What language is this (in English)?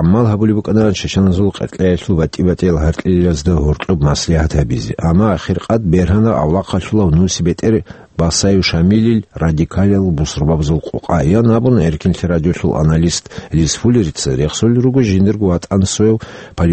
Avaric